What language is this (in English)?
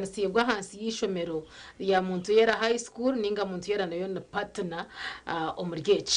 Nyankole